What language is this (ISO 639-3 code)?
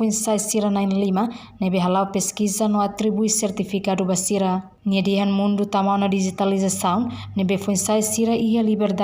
tet